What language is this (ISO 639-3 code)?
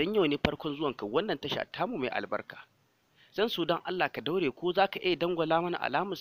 hau